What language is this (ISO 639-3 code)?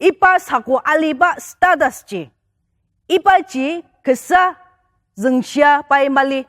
njo